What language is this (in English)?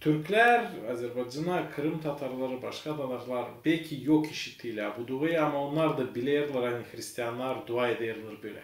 Gagauz